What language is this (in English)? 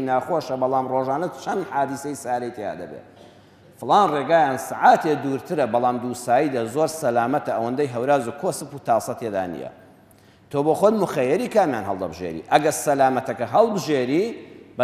Central Kurdish